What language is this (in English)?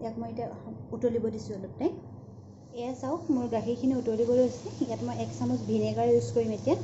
Assamese